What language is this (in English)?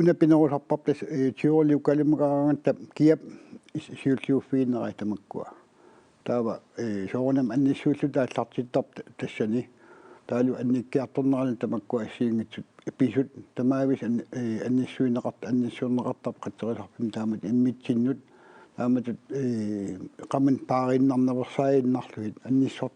Kalaallisut